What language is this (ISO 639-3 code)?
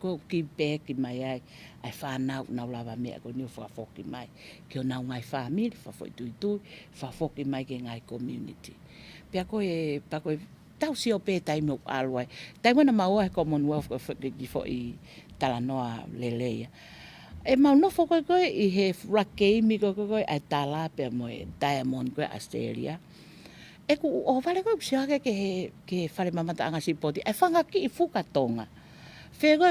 ton